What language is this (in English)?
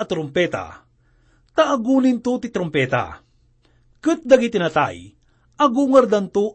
Iloko